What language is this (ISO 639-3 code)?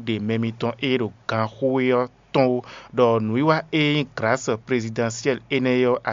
fon